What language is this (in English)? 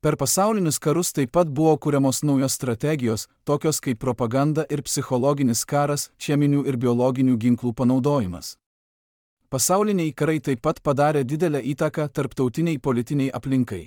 Lithuanian